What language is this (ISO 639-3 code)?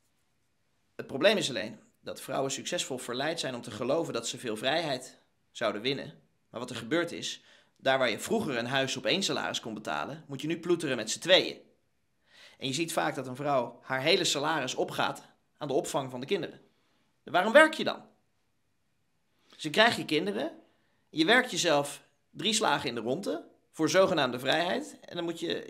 nld